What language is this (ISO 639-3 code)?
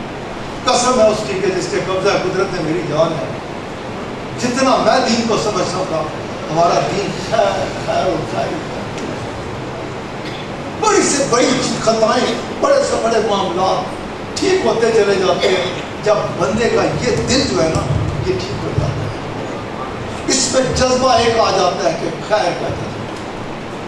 urd